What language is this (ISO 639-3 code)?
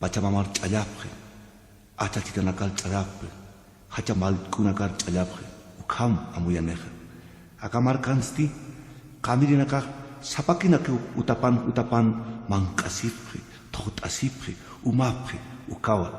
aym